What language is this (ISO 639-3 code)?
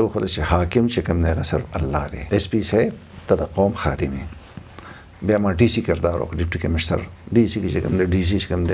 pus